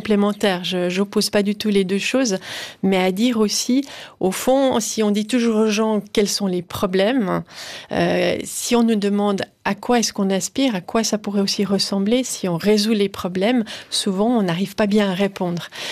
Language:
French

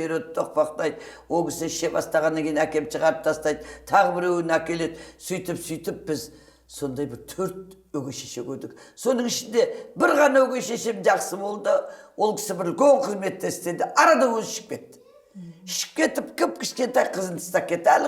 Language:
Kazakh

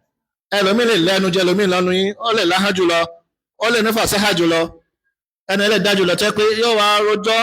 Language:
Yoruba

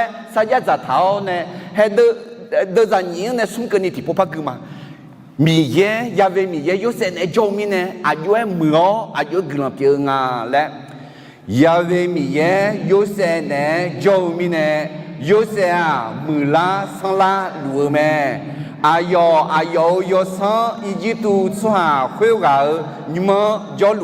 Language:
Akha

